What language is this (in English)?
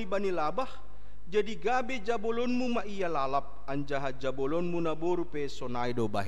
Batak Simalungun